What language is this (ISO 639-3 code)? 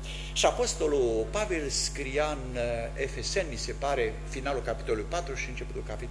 ron